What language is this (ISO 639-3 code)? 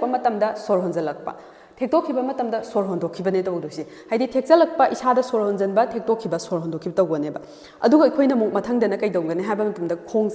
mni